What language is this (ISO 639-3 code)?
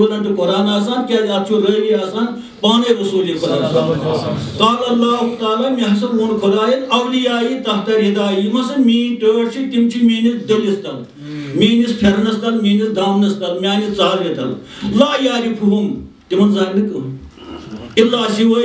kas